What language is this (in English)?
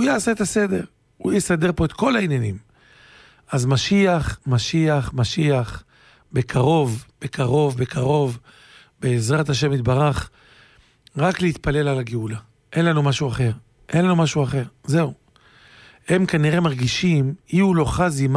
Hebrew